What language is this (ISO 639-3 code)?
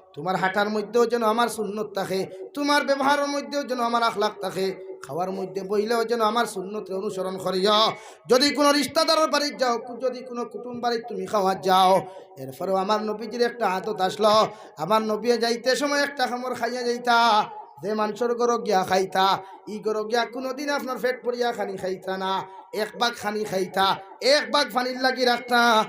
syl